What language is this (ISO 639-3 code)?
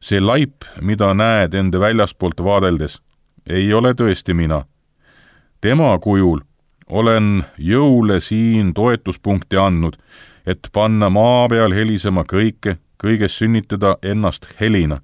est